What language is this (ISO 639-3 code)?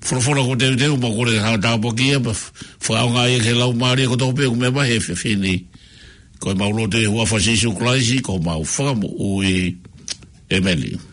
ton